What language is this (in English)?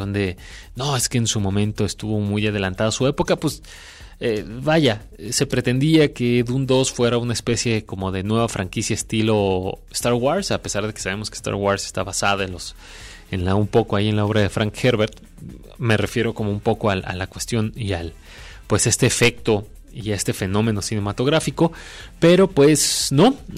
Spanish